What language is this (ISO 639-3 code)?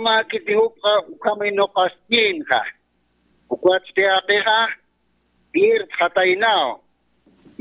aym